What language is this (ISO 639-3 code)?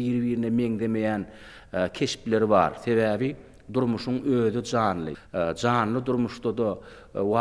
tuk